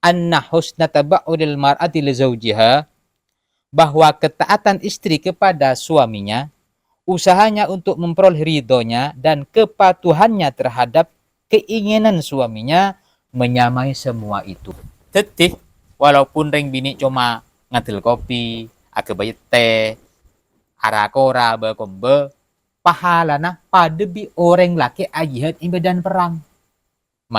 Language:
Madurese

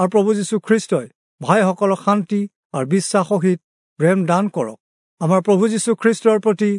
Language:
Assamese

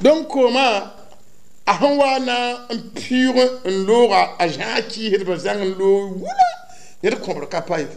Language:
Mossi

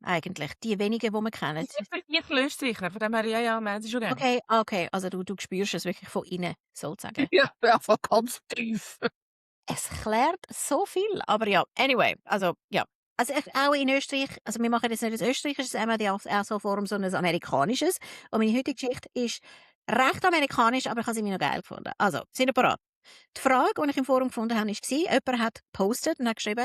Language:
Swiss German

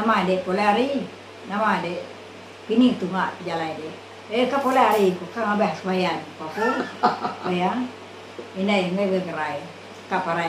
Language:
Iban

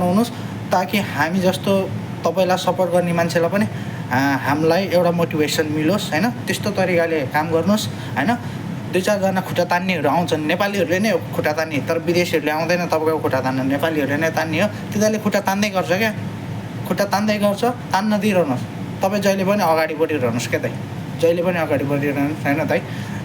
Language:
Nepali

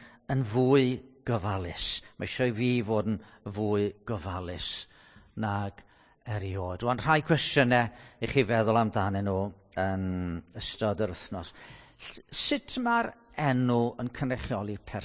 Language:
Welsh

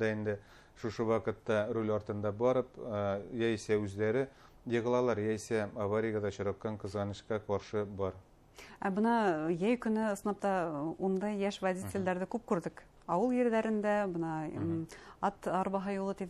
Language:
Bashkir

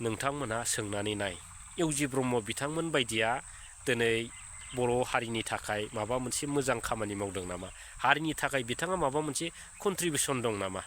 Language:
Bodo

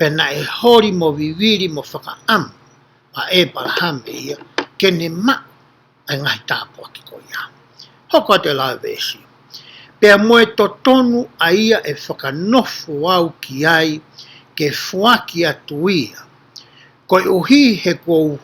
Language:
Tongan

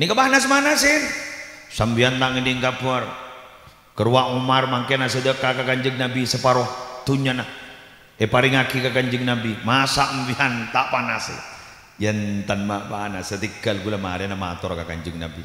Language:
Madurese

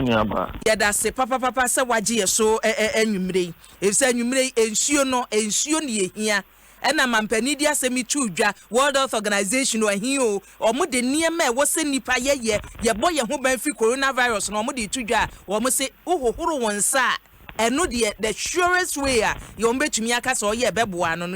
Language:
Akan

